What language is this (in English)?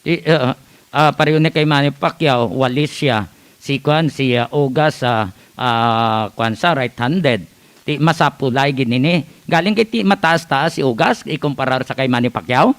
Hiligaynon